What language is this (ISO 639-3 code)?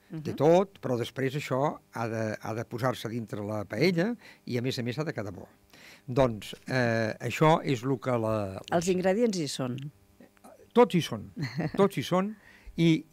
cat